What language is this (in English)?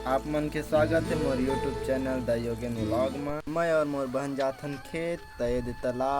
Chhattisgarhi